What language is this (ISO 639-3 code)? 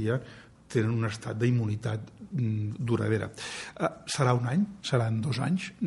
cat